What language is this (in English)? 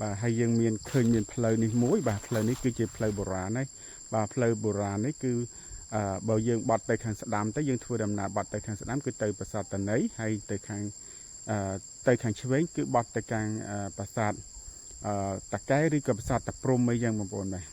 Khmer